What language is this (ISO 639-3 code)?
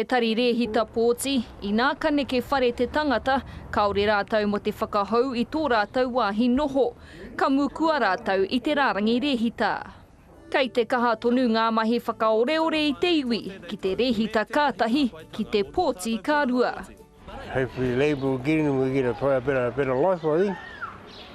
mri